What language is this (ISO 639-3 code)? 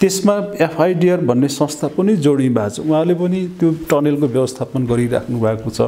nep